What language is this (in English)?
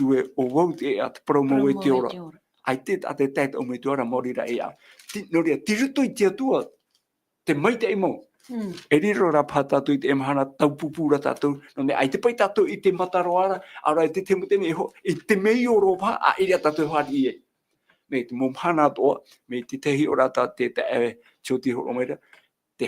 Tahitian